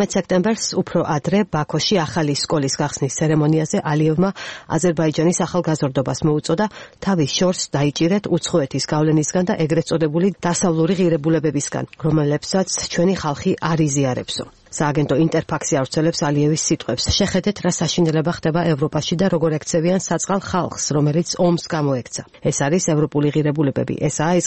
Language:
Georgian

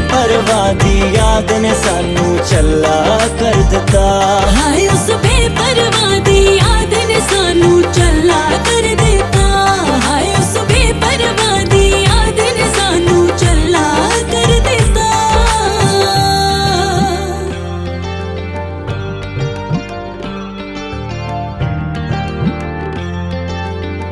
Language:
Punjabi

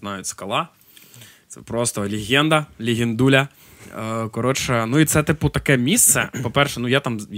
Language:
Ukrainian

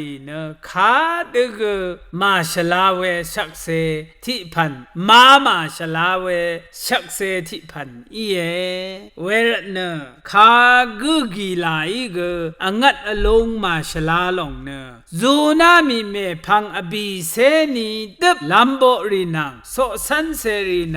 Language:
Rawang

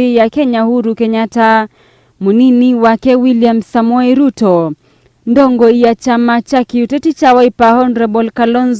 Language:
Kamba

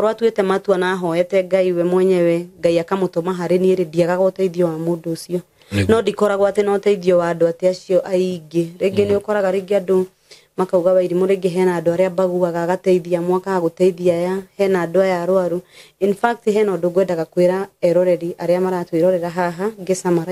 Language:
Kikuyu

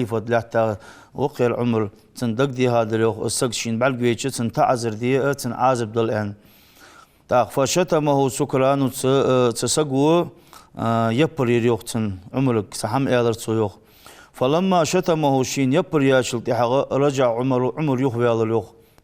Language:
Ingush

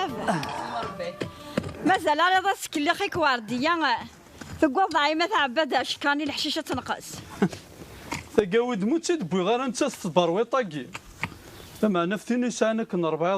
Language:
Kabyle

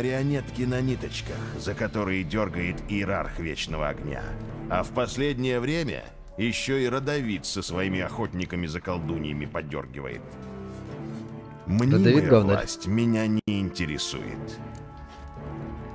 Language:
Russian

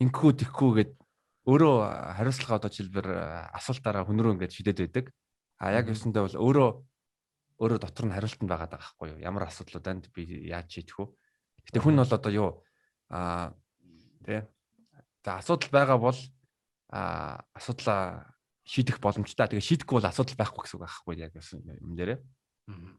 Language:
Mongolian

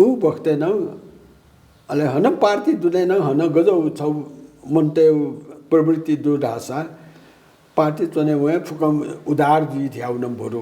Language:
Newari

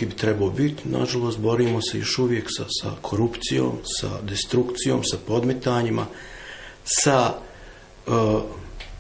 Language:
Bosnian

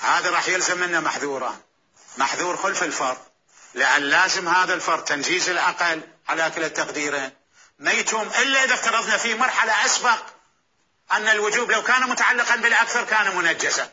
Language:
Mesopotamian Arabic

